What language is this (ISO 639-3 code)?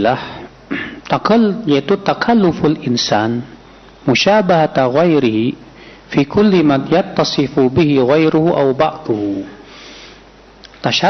ind